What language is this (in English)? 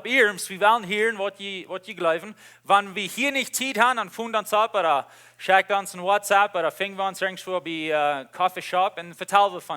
Plautdietsch